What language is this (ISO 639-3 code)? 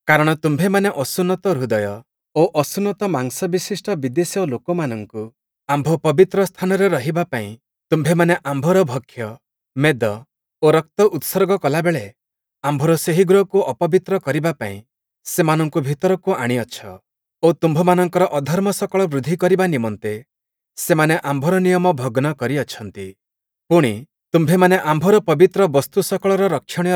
ori